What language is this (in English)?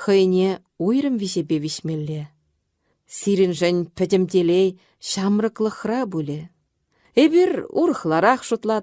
Chuvash